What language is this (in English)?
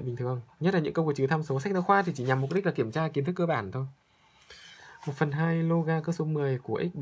Vietnamese